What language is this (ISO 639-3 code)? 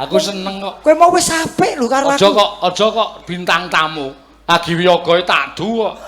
jav